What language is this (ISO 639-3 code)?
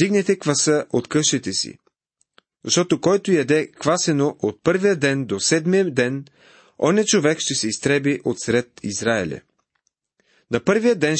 bul